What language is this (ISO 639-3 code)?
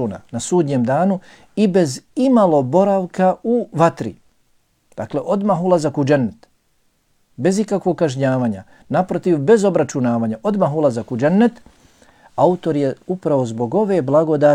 bos